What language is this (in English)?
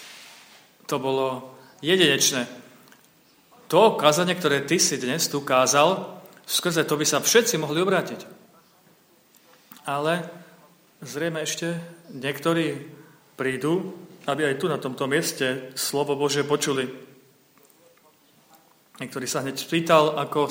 Slovak